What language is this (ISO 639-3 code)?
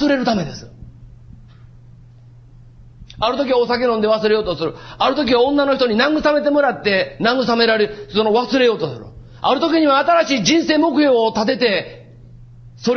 jpn